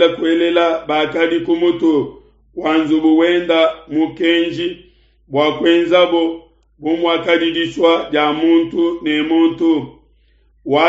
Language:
Luba-Lulua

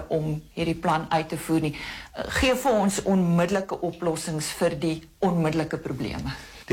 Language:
Afrikaans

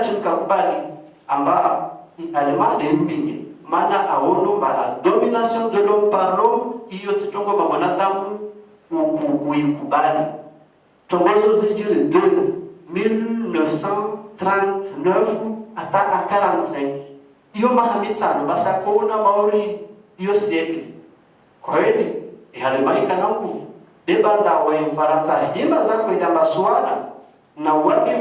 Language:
Ngazidja Comorian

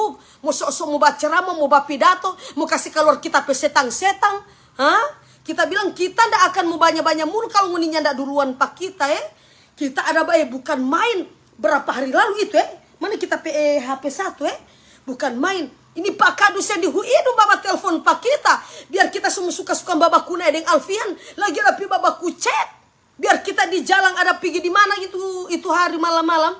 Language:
Manado Malay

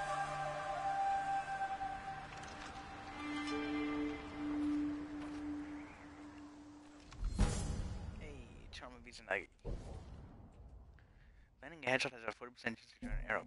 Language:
English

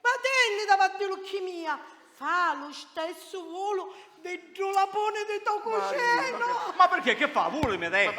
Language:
Sicilian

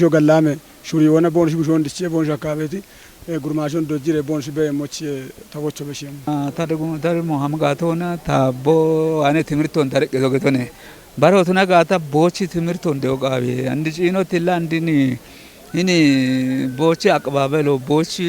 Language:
Kafa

